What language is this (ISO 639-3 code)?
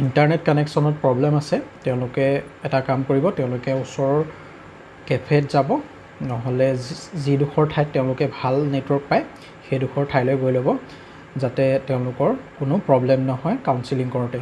asm